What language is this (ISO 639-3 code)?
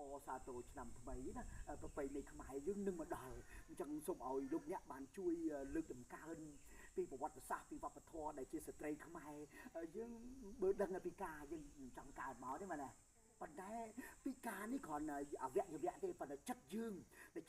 khm